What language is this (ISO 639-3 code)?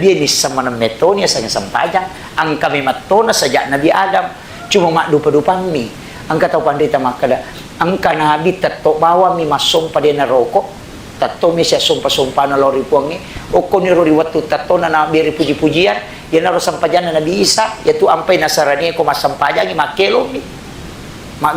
bug